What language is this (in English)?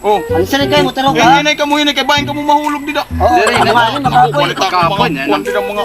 Waray